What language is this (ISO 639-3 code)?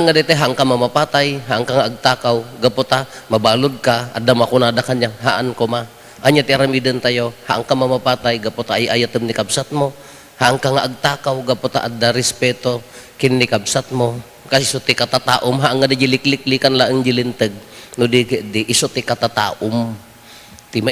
ilo